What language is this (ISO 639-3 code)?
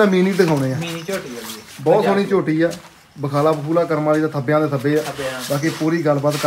pan